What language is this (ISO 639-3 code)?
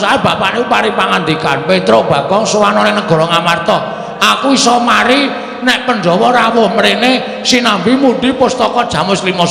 jav